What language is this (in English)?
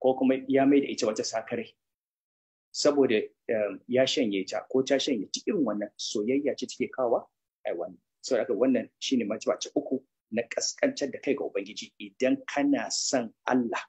Hausa